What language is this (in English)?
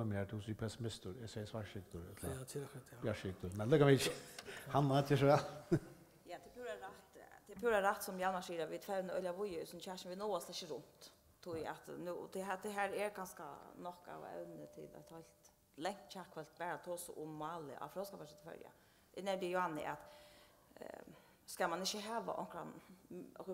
Faroese